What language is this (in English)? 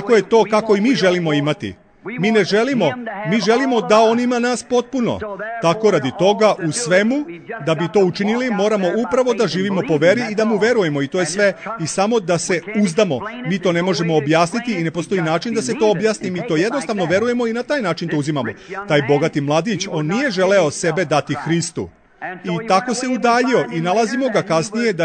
Serbian